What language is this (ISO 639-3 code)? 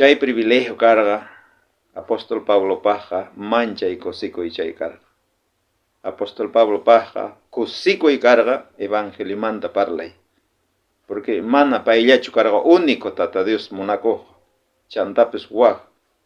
quh